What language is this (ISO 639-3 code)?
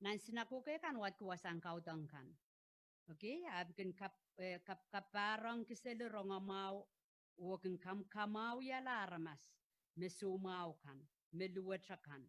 pon